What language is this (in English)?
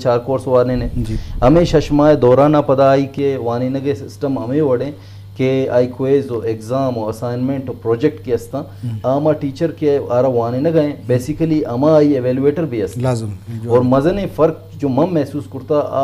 Eastern Balochi